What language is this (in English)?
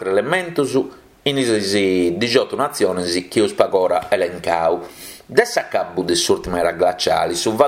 Sardinian